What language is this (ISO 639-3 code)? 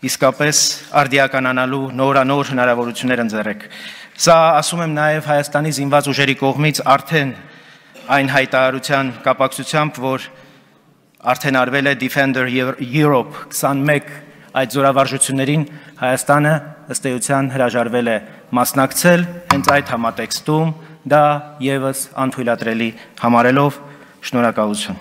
hye